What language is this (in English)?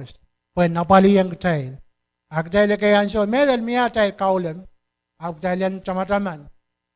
Pohnpeian